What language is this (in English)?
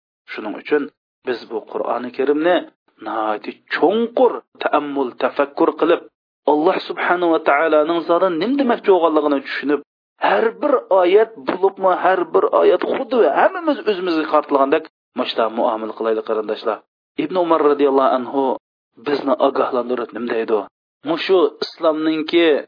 Uyghur